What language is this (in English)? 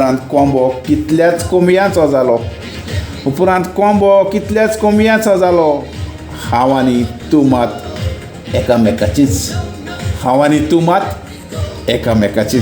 Konkani